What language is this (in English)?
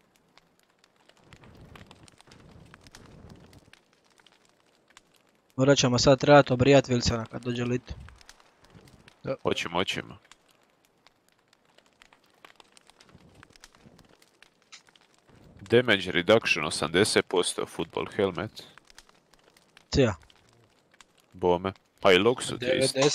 Croatian